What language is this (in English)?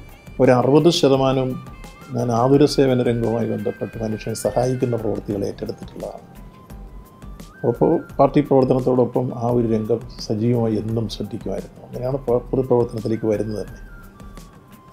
Malayalam